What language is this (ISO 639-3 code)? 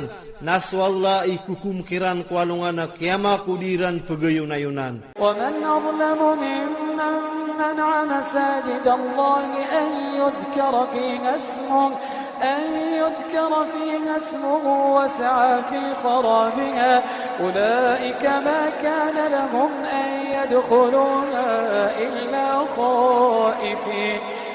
ilp